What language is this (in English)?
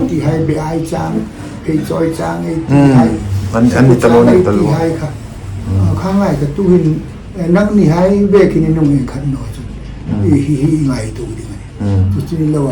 Hmar